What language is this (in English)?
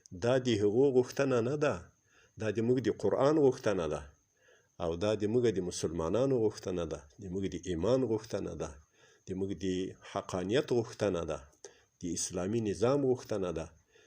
Pashto